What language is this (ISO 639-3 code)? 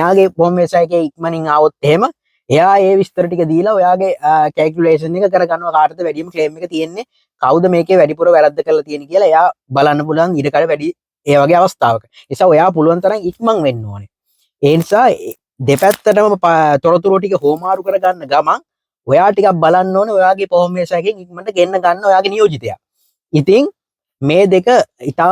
sin